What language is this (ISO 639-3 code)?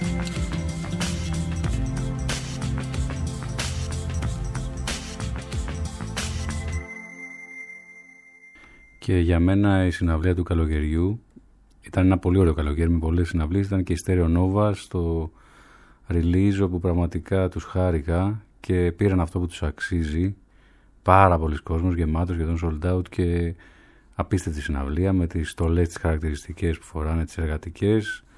ell